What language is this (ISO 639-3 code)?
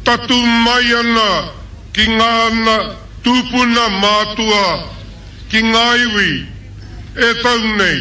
mri